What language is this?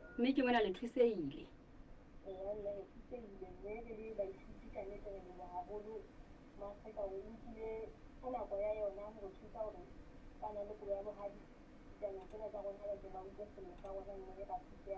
Southern Sotho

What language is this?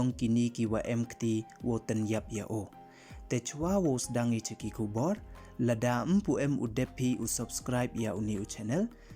Pnar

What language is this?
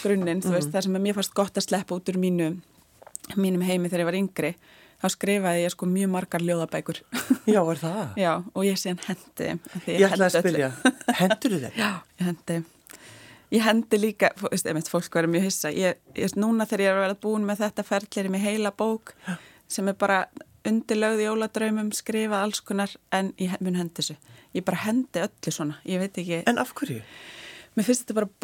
Icelandic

